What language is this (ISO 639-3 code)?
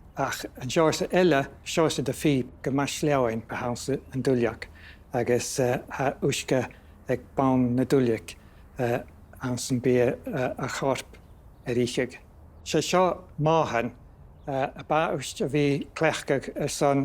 gla